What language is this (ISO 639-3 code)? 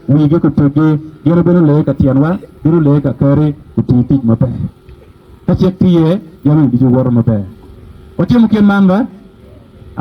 ach